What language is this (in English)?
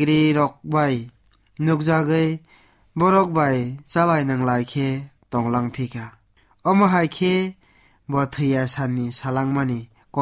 Kok Borok